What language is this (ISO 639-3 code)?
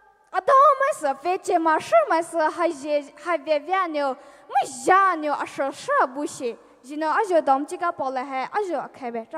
pmx